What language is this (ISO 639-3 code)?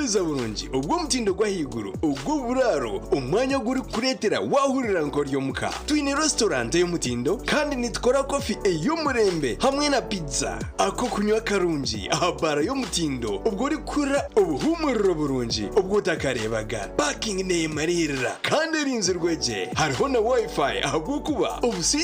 nyn